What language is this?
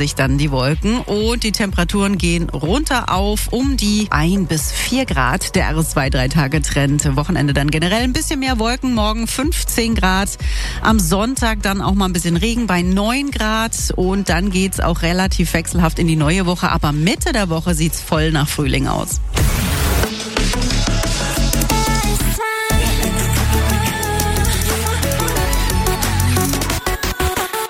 German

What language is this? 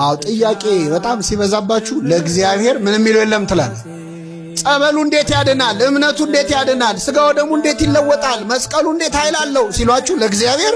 Amharic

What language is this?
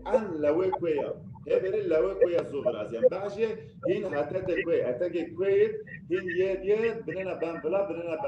Zaza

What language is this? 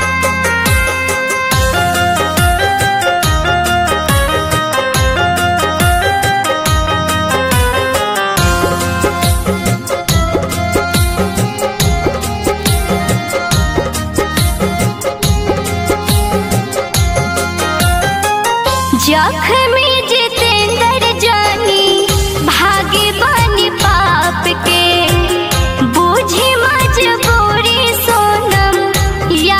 Bhojpuri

